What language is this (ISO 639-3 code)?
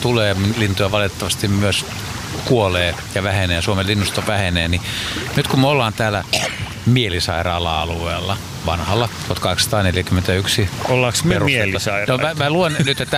fin